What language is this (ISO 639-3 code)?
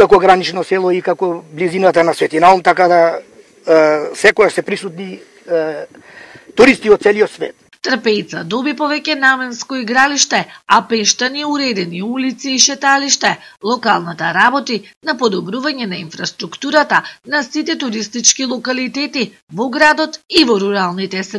mkd